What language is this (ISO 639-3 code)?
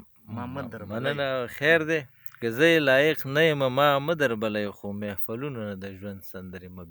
pus